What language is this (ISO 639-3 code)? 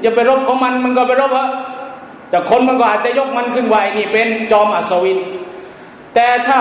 tha